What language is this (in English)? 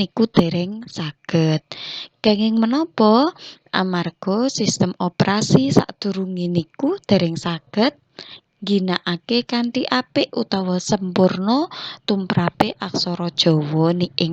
Javanese